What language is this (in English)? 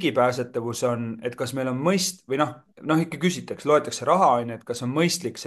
Estonian